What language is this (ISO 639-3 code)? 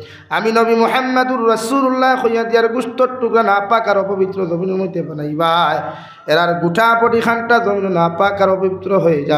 syl